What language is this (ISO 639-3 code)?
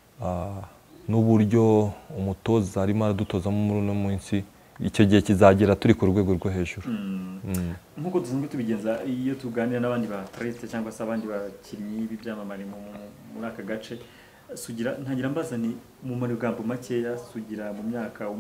kin